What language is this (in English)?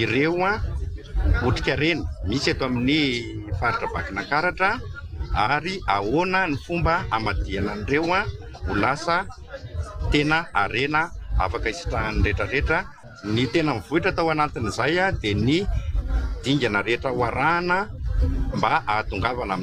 Malagasy